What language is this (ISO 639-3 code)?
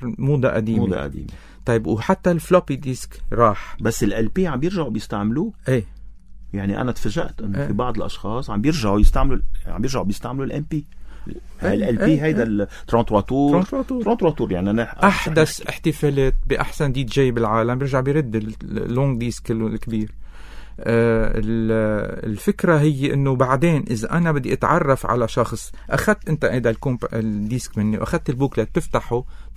apc